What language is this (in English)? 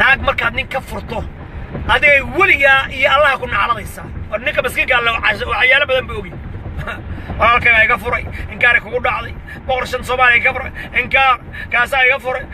Somali